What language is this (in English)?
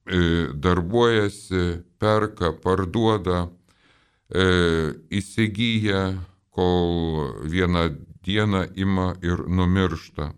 Lithuanian